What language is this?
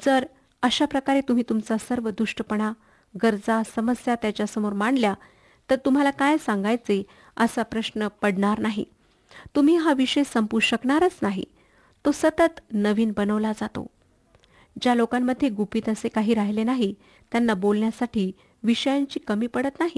Marathi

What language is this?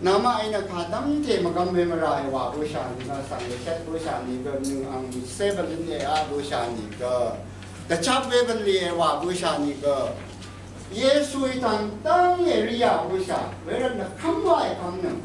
Rawang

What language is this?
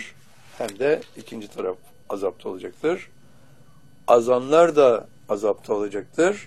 Turkish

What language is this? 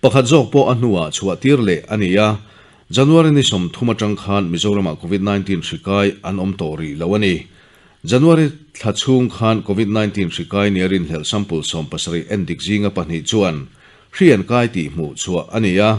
Mizo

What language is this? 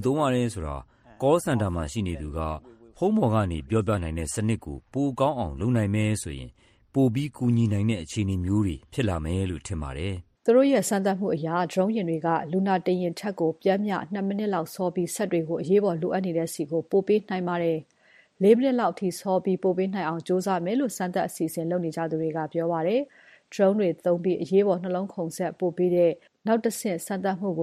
Burmese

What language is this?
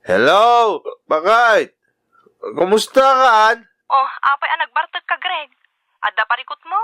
Iloko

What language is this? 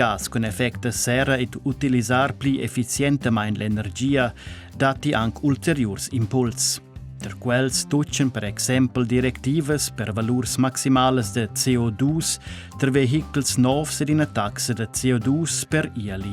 Romansh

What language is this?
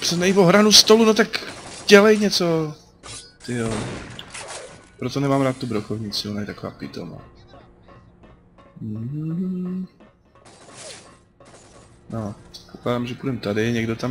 Czech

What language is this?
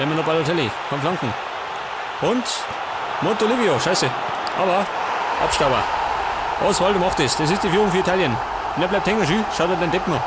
Bavarian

